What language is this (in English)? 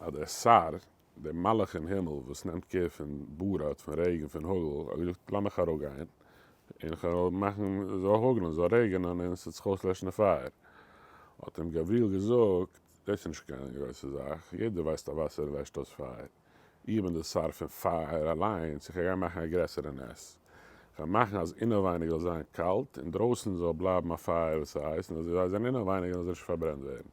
Yiddish